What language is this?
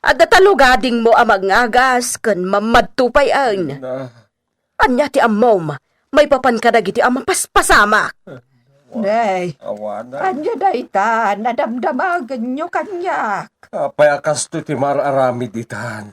Iloko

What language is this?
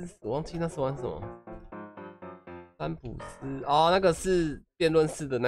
Chinese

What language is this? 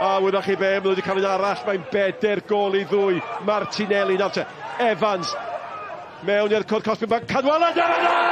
Welsh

